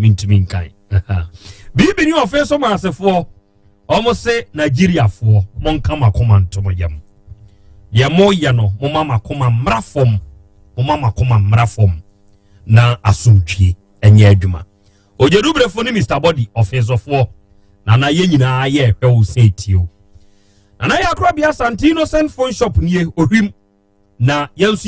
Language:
Akan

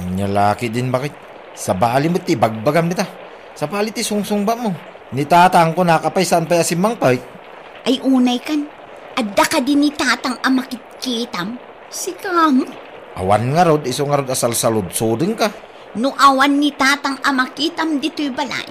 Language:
Iloko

